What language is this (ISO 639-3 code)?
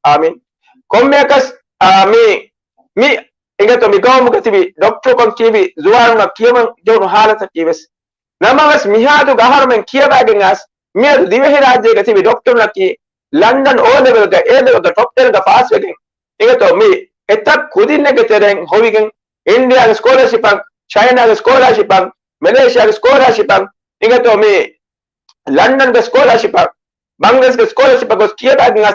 div